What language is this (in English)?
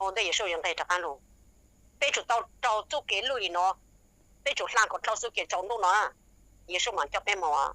Hmong